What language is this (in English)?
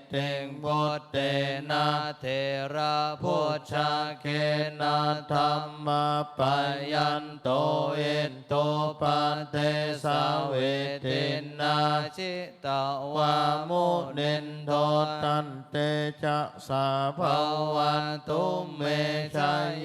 Pali